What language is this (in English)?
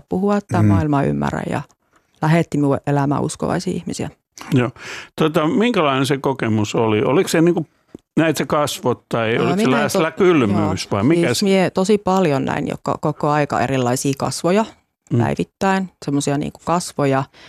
Finnish